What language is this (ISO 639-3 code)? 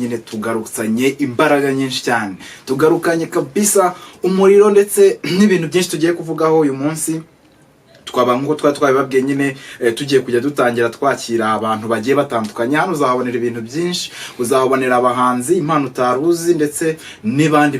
kin